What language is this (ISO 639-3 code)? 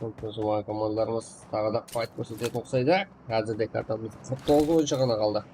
kaa